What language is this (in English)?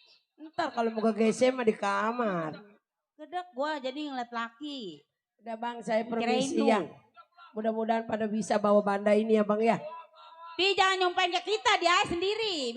Betawi